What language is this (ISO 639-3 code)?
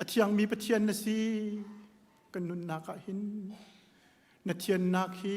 cnh